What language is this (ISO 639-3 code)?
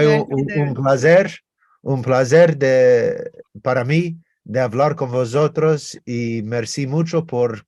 lad